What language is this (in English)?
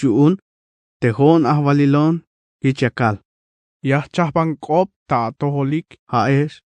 Tzeltal